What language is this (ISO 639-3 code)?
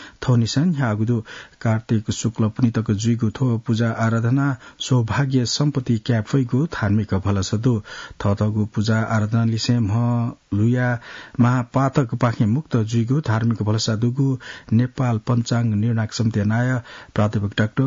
new